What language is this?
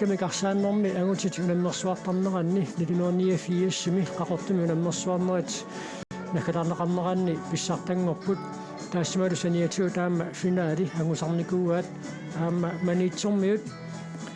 Kalaallisut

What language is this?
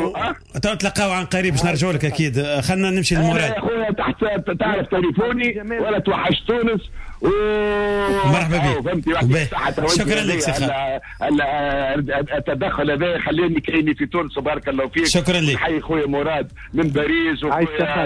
Tunisian Arabic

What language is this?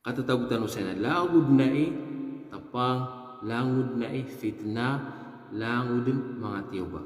Maranao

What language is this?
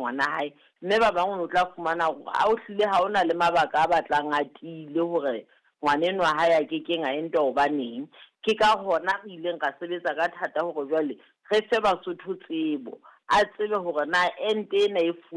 Southern Sotho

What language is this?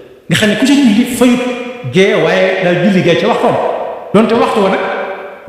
Wolof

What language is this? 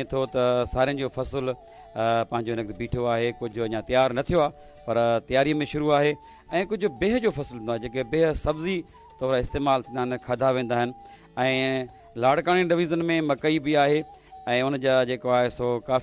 Sindhi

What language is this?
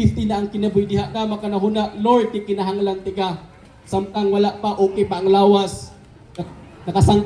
Cebuano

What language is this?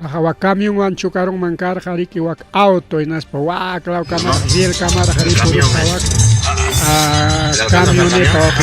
Ayacucho Quechua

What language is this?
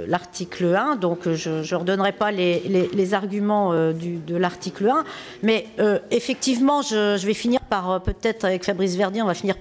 French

